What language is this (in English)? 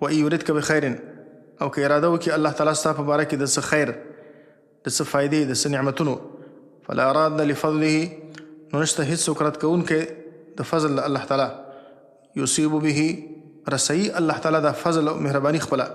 Pashto